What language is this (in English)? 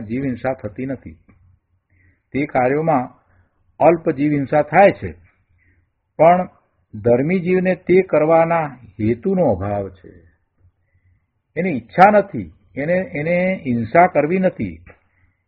Gujarati